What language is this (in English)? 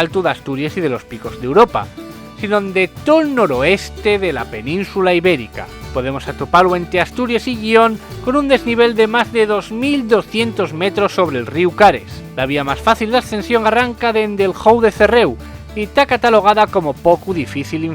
Asturian